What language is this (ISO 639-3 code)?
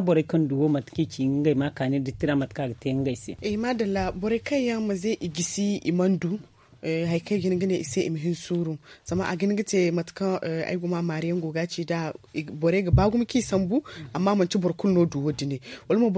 dje